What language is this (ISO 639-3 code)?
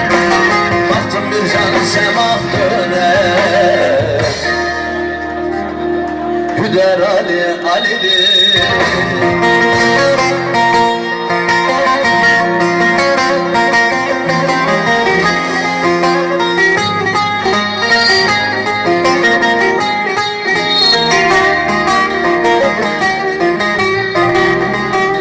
tur